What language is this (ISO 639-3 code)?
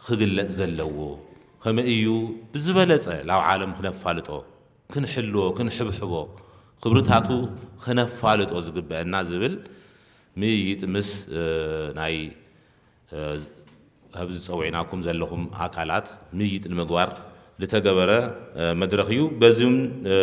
tir